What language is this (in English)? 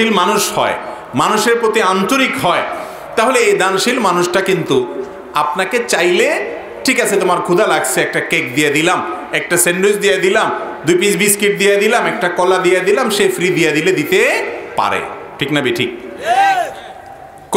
Bangla